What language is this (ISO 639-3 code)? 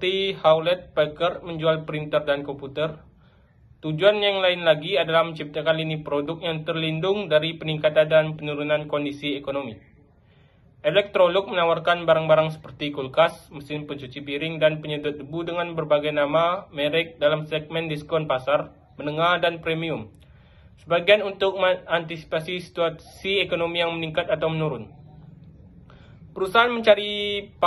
ind